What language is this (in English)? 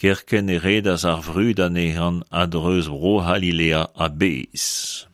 Breton